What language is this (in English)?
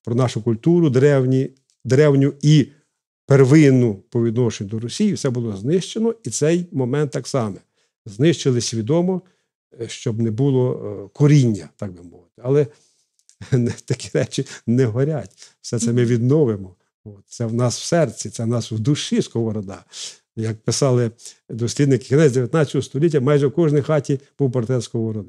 Ukrainian